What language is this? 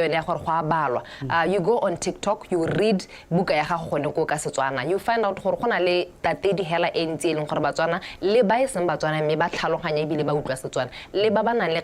Tswana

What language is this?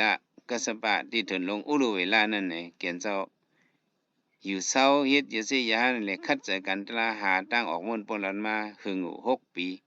Shan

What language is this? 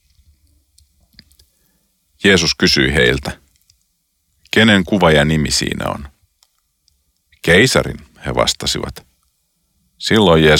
Finnish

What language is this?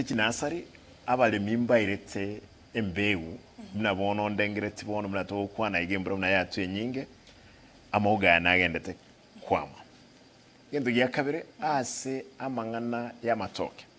Gusii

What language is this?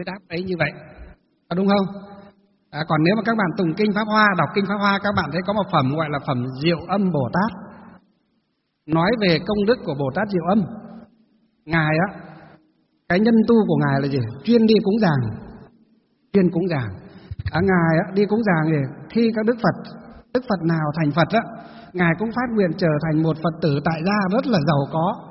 Vietnamese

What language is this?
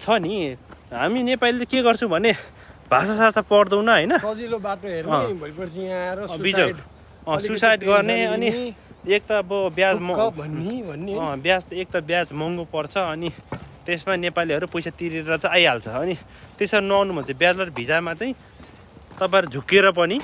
Nepali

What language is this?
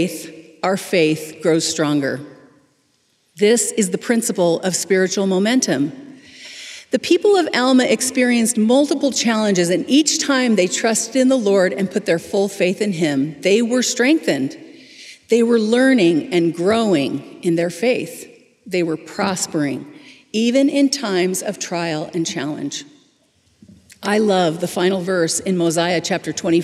English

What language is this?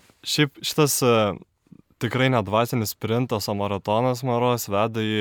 Lithuanian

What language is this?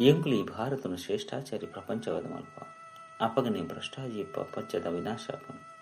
Tulu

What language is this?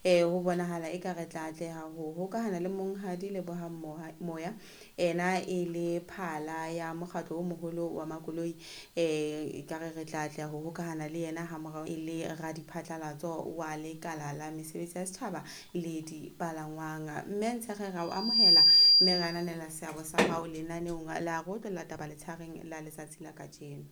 Southern Sotho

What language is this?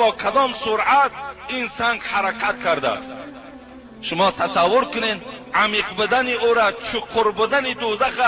Tajik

